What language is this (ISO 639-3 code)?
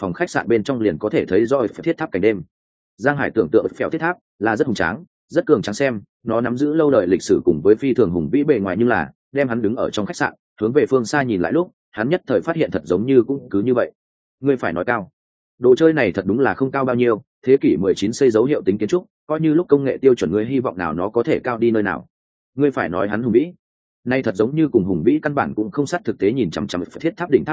vie